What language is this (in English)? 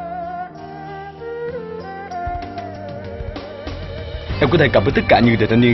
Vietnamese